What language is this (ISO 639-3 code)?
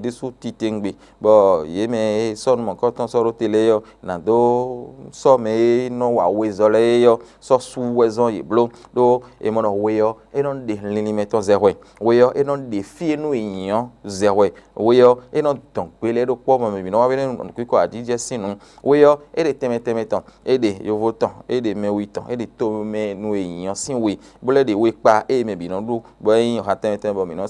fon